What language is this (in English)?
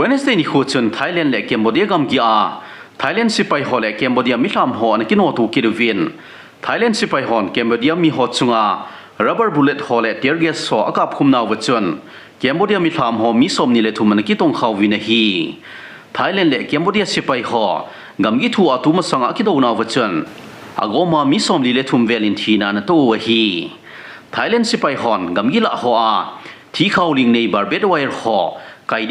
Thado Chin